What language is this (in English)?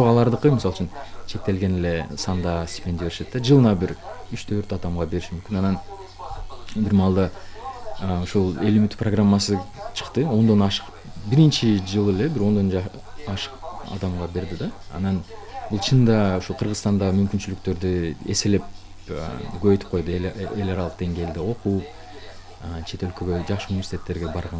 Kyrgyz